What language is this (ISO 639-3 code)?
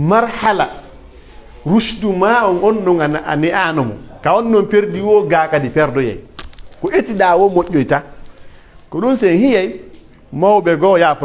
fuf